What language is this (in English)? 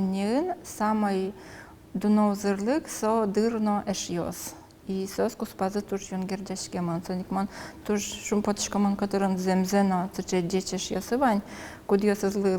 Udmurt